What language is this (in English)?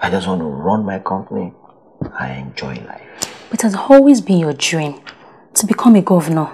Yoruba